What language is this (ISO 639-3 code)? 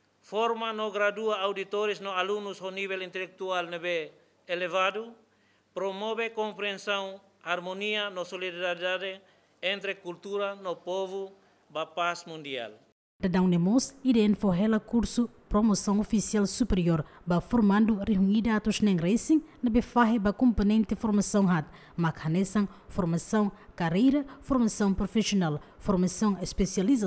tet